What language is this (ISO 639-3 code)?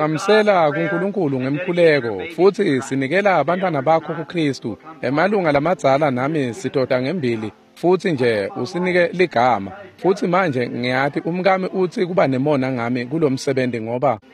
ssw